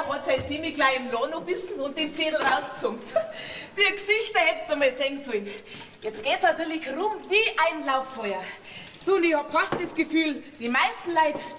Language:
Bavarian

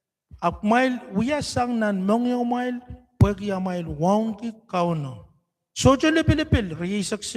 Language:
Pohnpeian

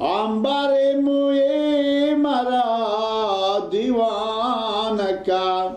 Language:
Persian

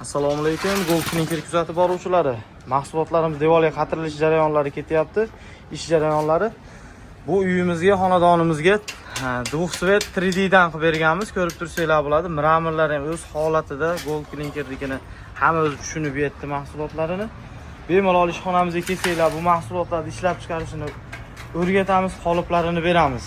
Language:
Uzbek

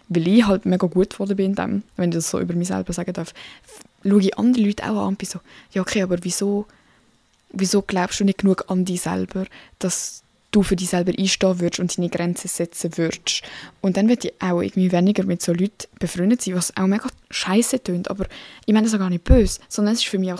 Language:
Swiss German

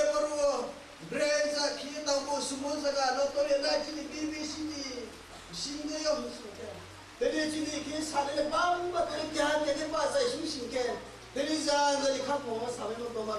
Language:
Riang (India)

